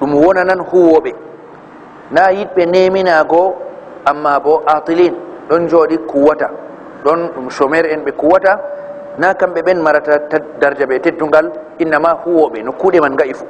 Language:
Fula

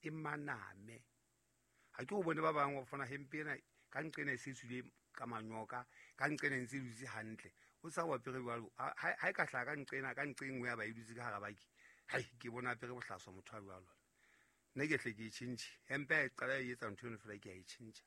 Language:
Southern Sotho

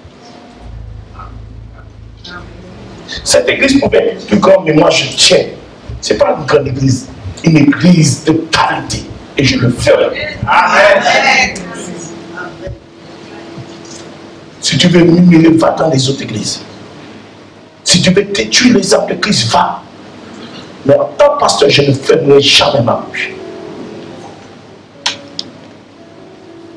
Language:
French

